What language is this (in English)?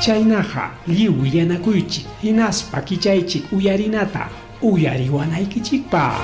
Ayacucho Quechua